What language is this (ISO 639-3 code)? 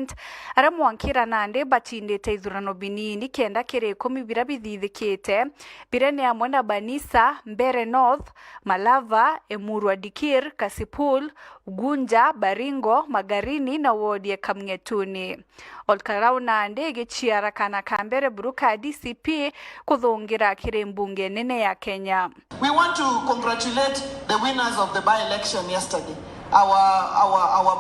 mer